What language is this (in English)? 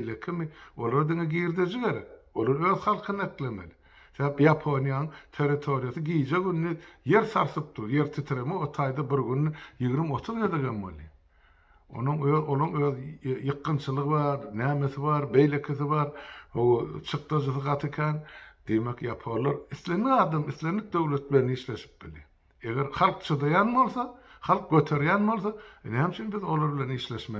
Turkmen